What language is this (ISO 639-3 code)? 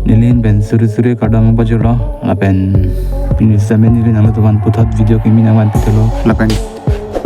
mjw